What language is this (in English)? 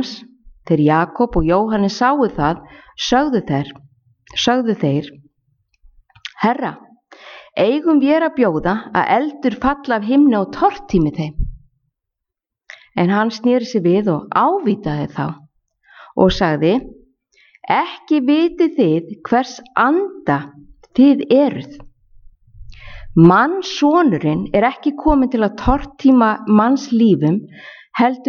Icelandic